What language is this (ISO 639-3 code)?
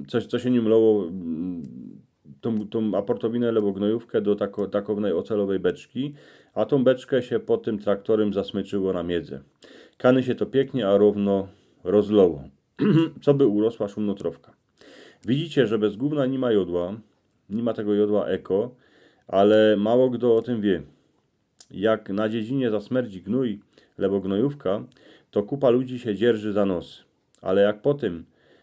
szl